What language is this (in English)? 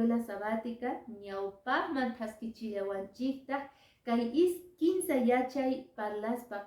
Quechua